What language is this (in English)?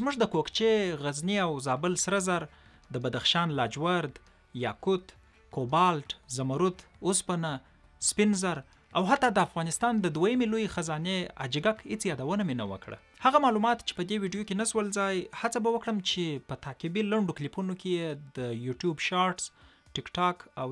Pashto